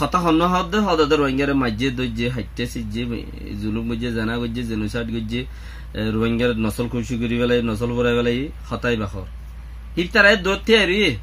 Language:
Rohingya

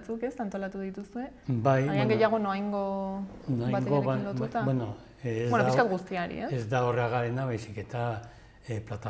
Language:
Basque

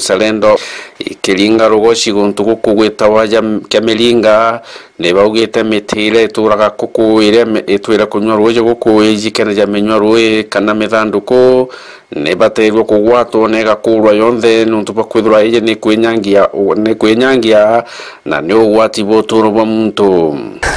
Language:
Meru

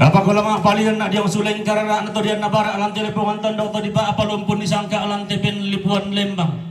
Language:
Toraja-Sa'dan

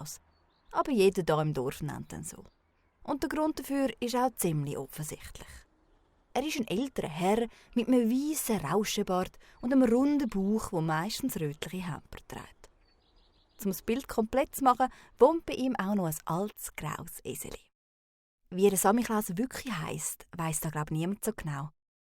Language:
Swiss German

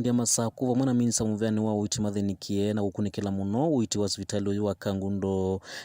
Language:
Kamba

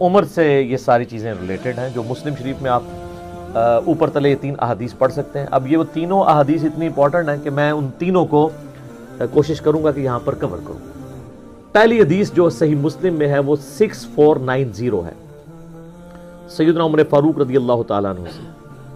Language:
Urdu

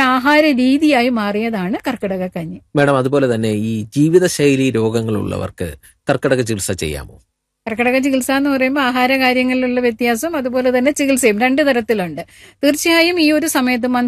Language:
Malayalam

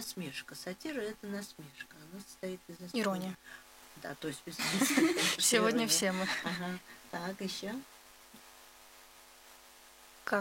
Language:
Russian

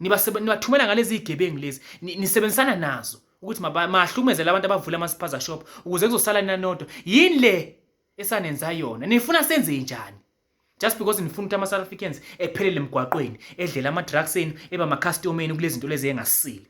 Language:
Zulu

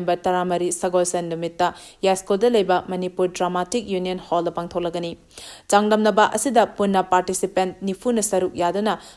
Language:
Manipuri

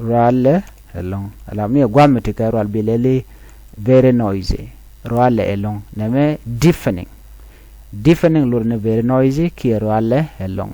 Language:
Nuer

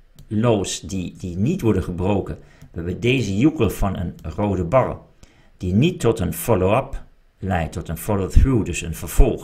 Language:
Dutch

